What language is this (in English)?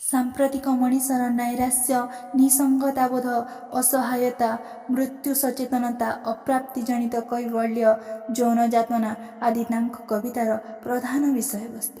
Odia